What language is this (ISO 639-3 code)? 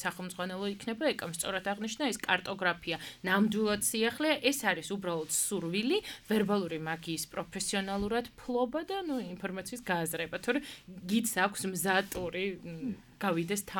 kat